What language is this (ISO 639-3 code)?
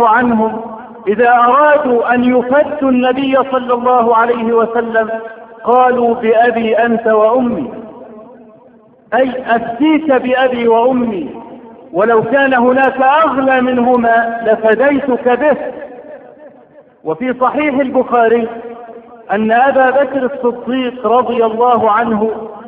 ara